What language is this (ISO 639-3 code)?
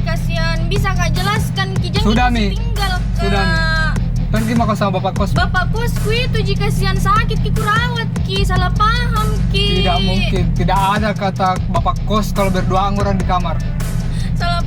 mfp